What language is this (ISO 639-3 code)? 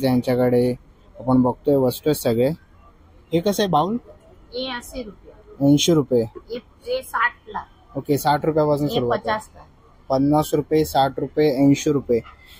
mar